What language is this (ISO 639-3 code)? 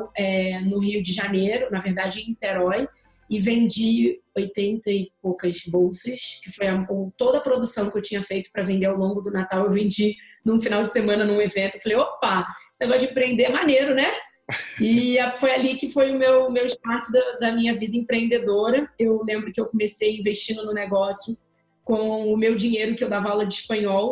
por